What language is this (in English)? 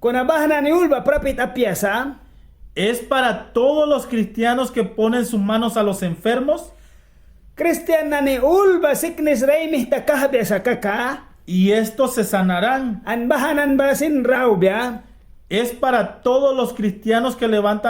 Mískito